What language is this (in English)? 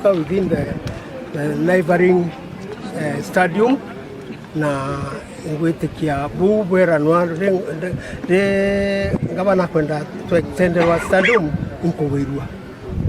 Meru